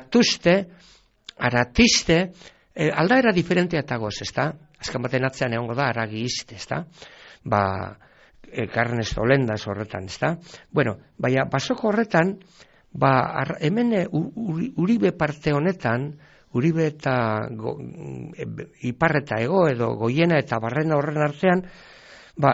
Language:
Basque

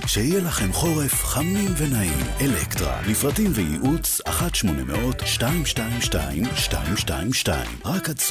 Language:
Hebrew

